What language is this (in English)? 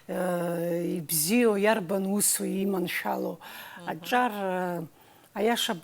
Abkhazian